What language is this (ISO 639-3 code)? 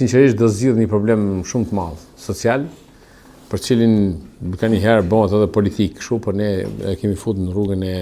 sqi